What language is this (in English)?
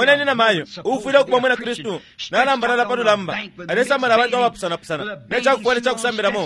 Bemba